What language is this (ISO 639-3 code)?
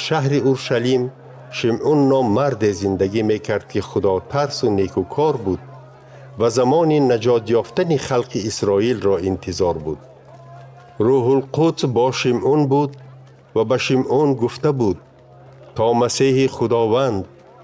tgk